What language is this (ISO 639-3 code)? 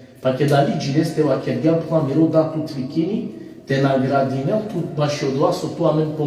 rmn